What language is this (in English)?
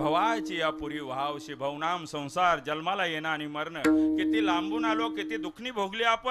Marathi